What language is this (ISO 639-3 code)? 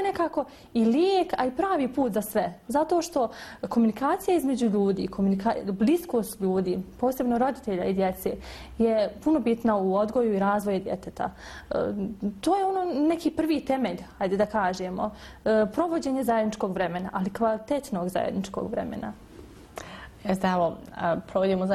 bos